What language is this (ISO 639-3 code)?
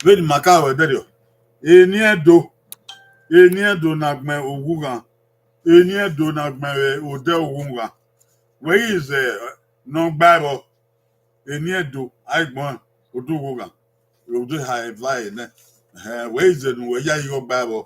bin